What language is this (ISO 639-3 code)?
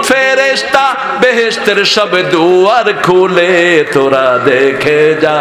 ben